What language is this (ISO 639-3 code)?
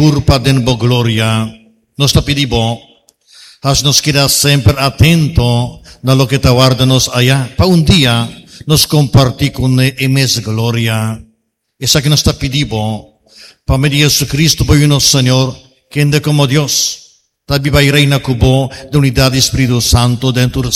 pap